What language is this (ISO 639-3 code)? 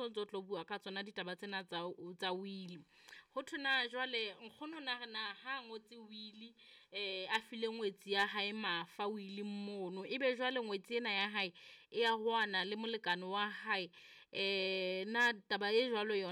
sot